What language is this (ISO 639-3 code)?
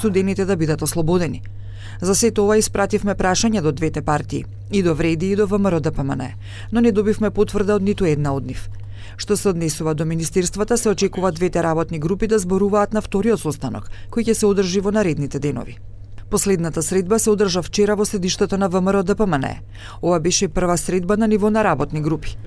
mkd